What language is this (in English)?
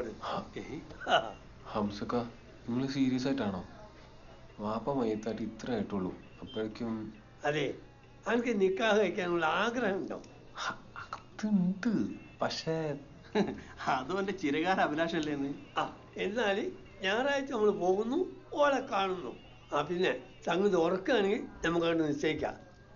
Malayalam